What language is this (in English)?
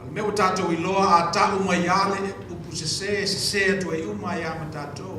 Samoan